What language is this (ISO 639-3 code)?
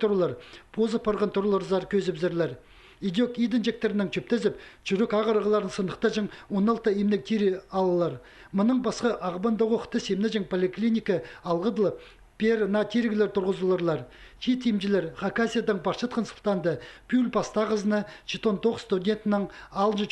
kjh